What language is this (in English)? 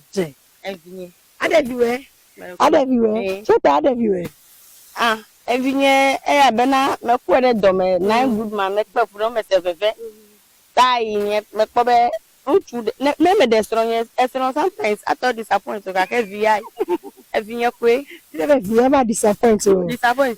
Ewe